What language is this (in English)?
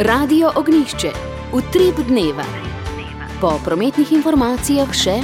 Slovenian